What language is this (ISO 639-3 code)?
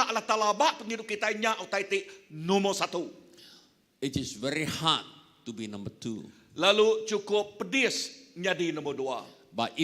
iba